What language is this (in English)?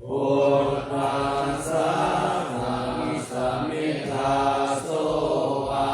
Pali